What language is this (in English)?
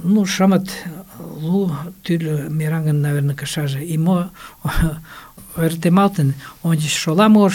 Mari